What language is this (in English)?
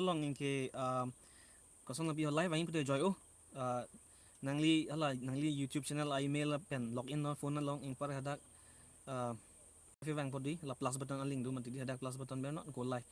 Karbi